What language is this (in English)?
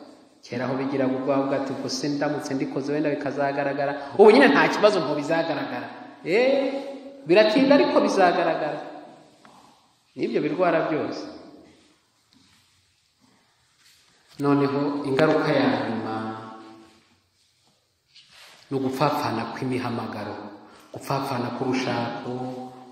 Kinyarwanda